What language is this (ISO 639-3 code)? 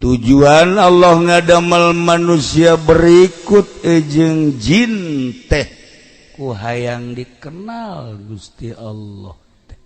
sun